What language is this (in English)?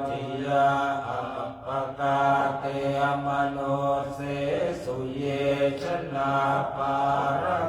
Pali